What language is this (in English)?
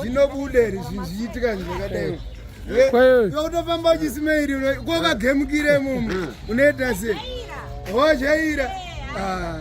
Shona